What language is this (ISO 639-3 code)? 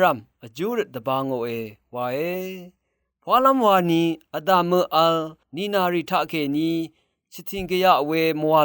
raw